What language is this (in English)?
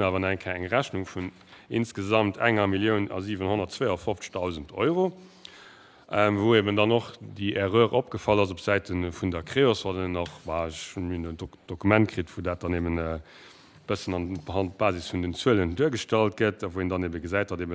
Luxembourgish